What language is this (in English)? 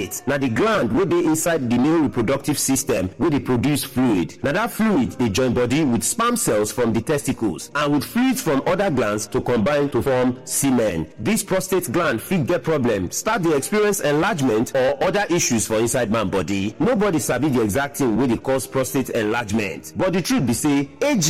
Nigerian Pidgin